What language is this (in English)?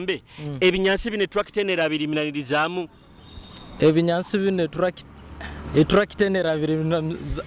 Nyoro